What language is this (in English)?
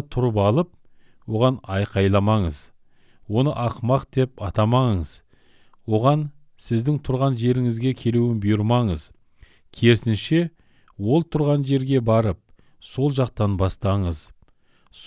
Kazakh